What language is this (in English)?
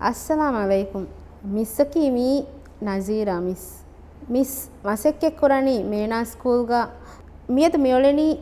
Divehi